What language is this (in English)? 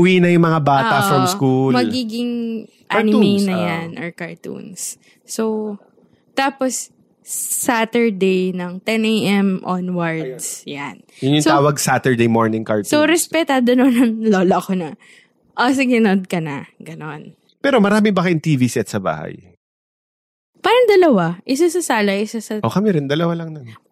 Filipino